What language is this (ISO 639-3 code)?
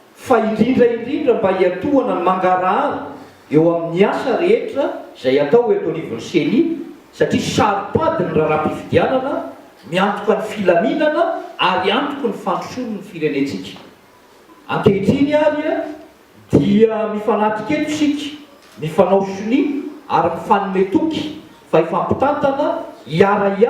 mlg